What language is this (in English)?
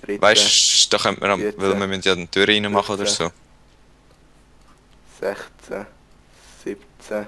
Swiss German